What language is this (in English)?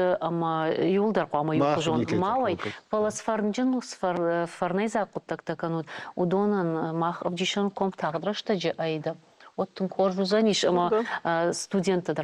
Ossetic